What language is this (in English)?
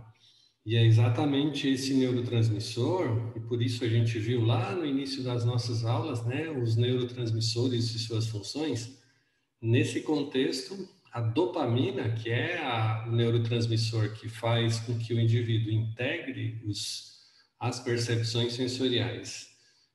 Portuguese